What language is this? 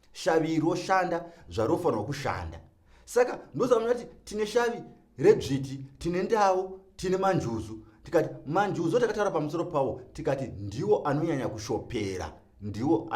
Shona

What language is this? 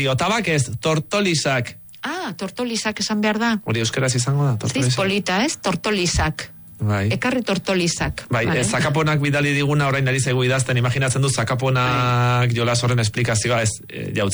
Basque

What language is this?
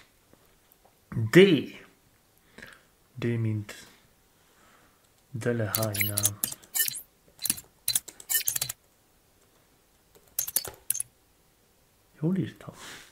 Hungarian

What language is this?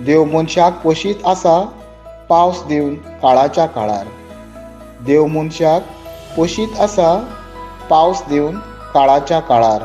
Konkani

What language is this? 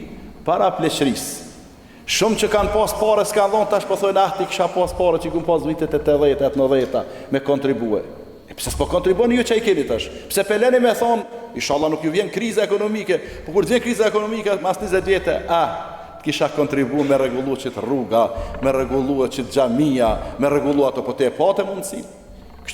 Albanian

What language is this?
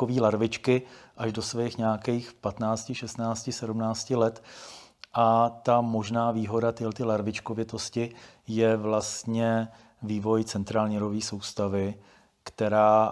Czech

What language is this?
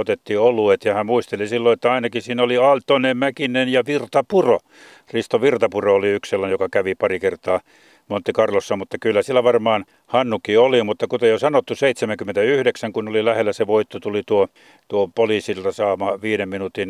Finnish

